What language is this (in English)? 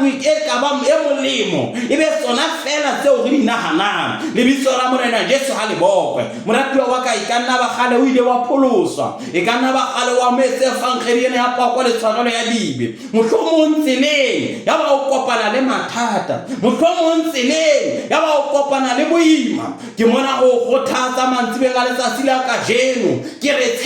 Southern Sotho